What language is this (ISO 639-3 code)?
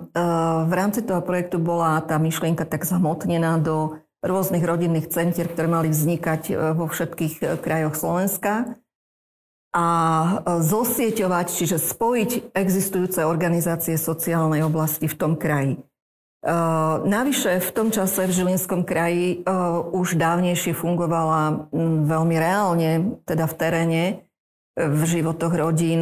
slk